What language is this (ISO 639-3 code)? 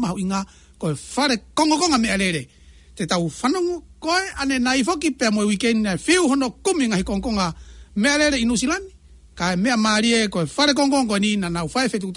ton